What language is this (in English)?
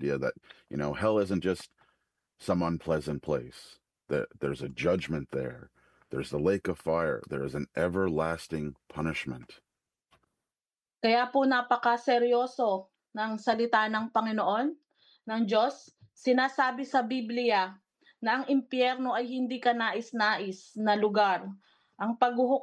Filipino